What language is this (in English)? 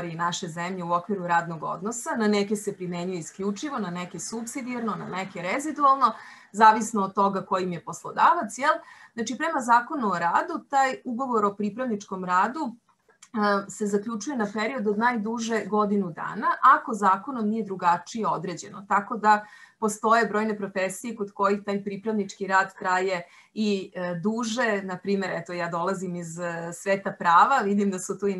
Serbian